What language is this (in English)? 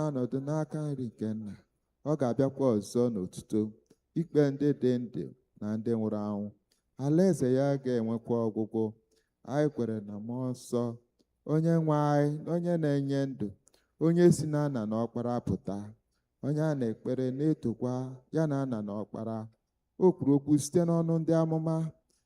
Igbo